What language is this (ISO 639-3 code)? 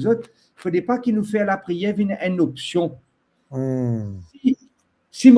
mfe